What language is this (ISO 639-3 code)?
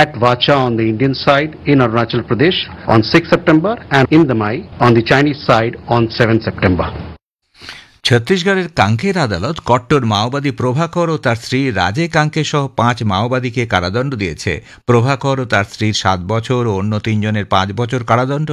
ben